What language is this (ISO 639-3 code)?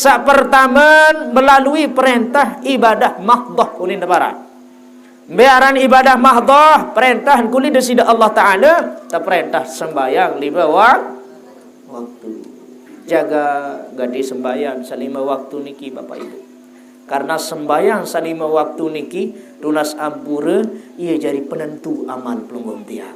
sas